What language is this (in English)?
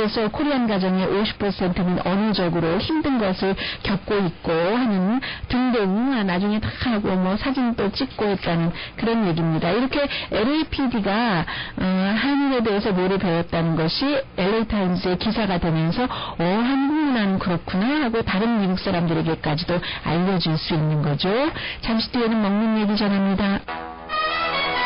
Korean